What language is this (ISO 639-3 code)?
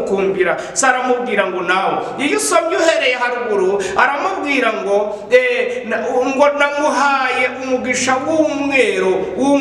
kin